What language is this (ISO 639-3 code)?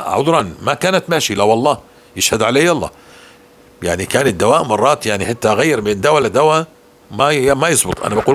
apc